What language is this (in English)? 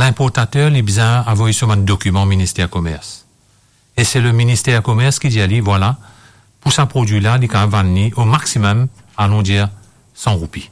Morisyen